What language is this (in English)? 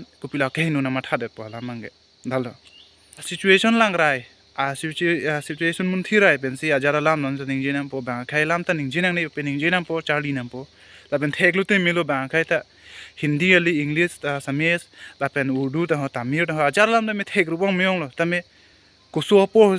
Karbi